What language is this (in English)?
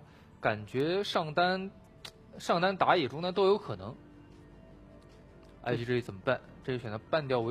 Chinese